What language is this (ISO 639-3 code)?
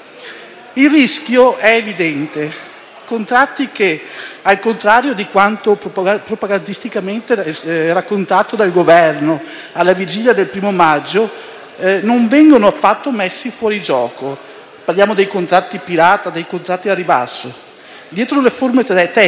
ita